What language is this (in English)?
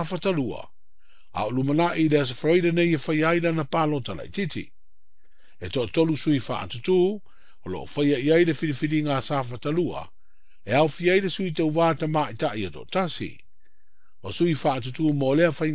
Samoan